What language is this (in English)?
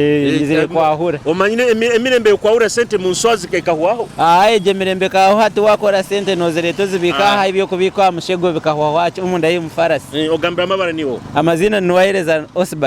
Nyoro